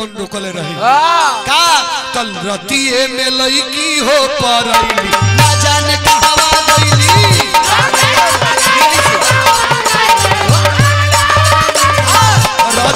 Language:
Bhojpuri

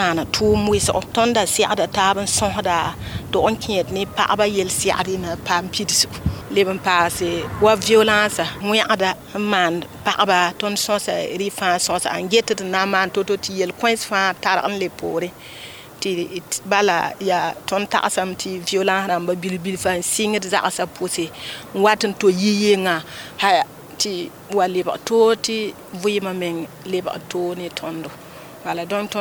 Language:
Mossi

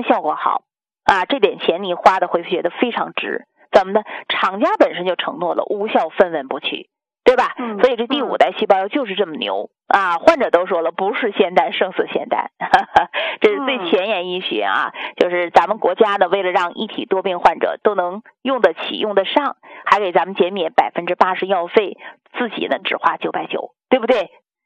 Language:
Chinese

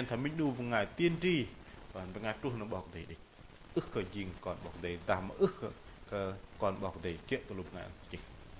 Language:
Bahnar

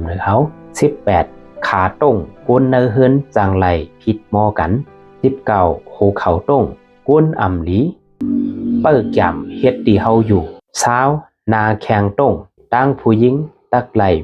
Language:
Shan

